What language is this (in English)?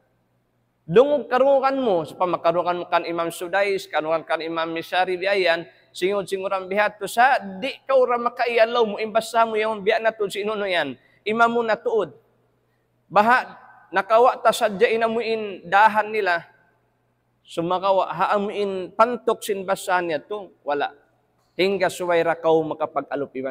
Tausug